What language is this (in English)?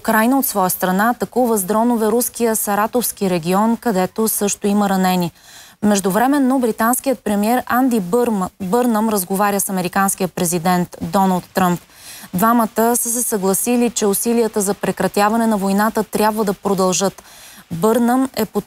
Bulgarian